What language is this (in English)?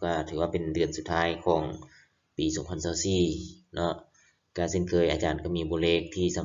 Lao